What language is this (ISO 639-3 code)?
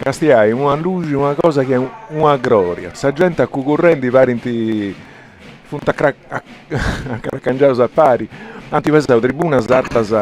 srd